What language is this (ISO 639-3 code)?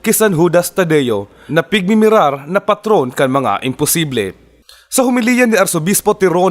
bik